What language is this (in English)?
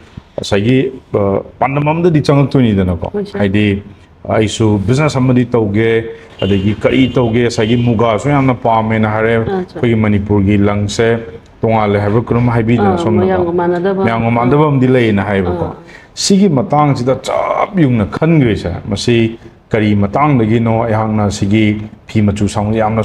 Manipuri